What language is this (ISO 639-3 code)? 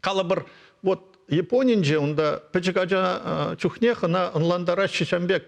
chv